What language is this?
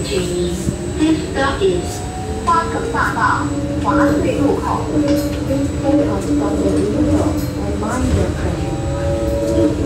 Chinese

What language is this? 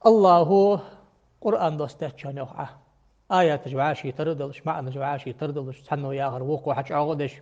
Ingush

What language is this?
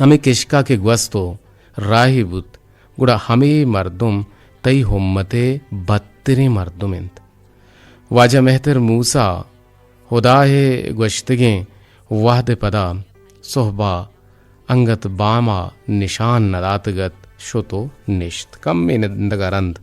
Eastern Balochi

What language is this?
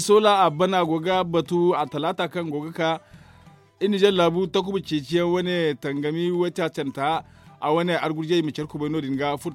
Zarma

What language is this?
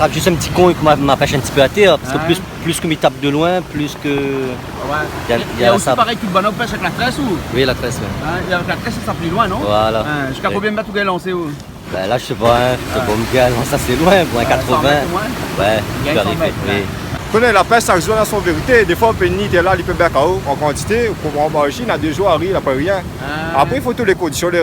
Réunion Creole French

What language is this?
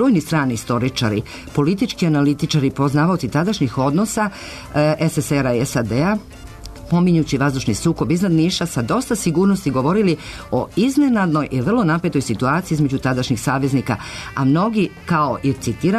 Serbian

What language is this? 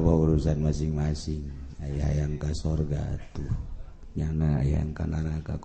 Sundanese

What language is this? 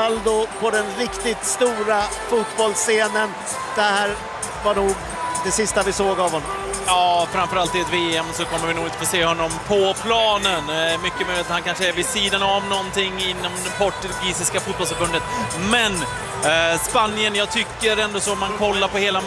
Swedish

